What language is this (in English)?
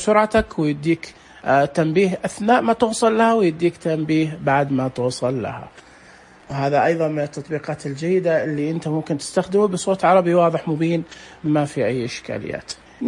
Najdi Arabic